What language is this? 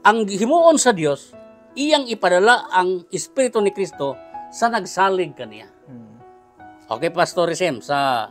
Cebuano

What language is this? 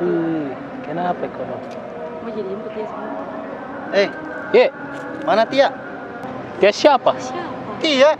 Makassar Malay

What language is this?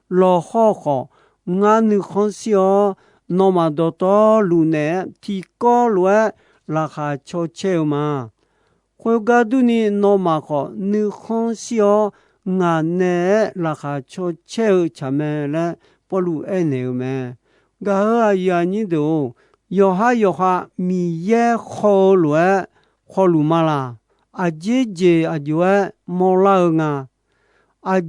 Akha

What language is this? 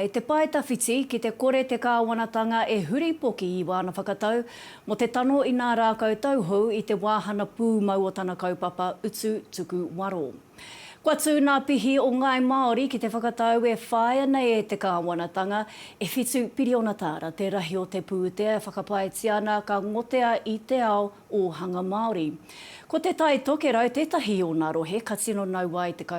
Māori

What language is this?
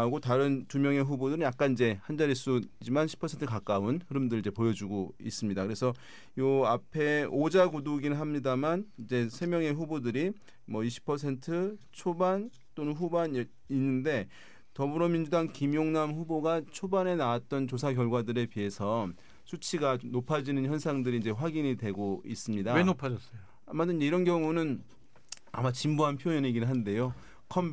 Korean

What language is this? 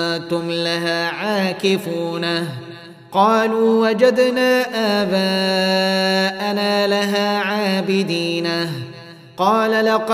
Arabic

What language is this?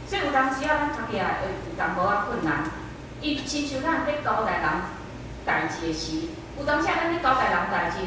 Min Nan Chinese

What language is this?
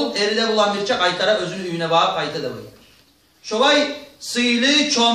Kumyk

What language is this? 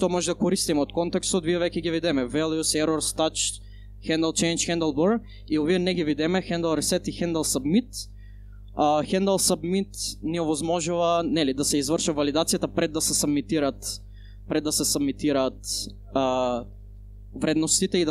Macedonian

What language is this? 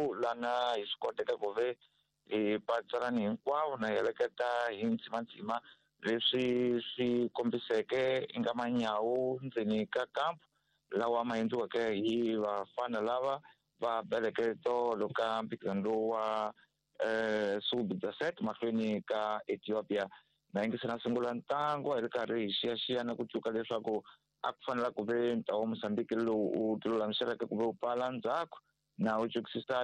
Tsonga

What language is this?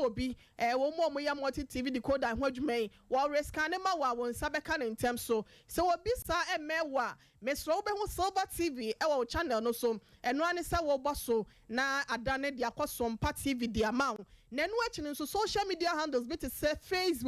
Akan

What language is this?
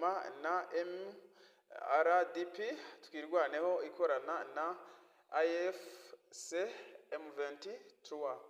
Kinyarwanda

